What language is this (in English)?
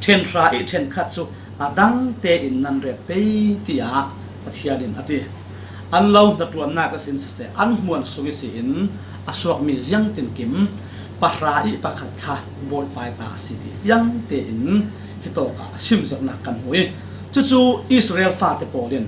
Falam Chin